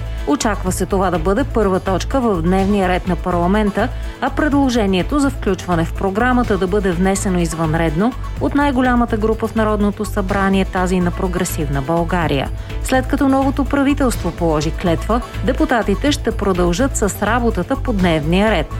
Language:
Bulgarian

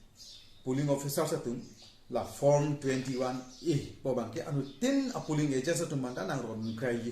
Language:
Karbi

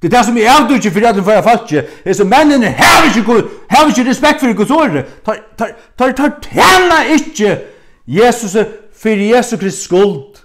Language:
Faroese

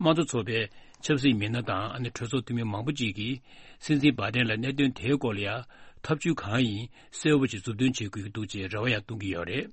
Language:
Tibetan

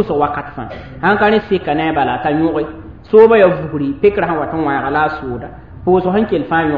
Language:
Mossi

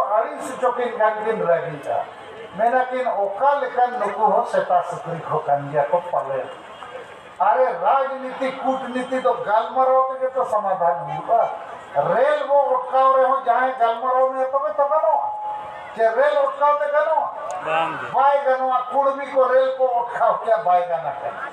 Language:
Santali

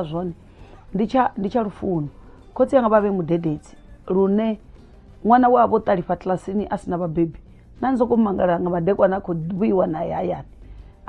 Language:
Venda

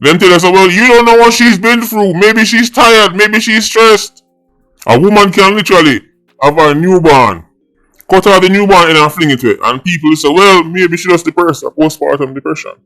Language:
Jamaican Creole English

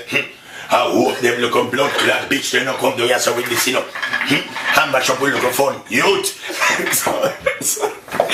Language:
Jamaican Creole English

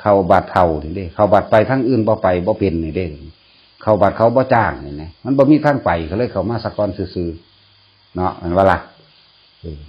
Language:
Northeastern Thai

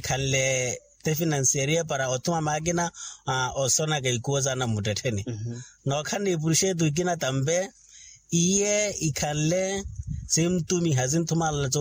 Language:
Makhuwa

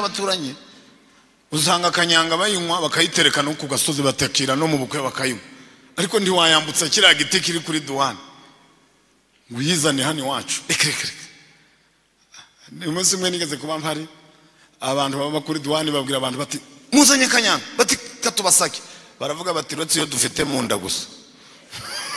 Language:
Kinyarwanda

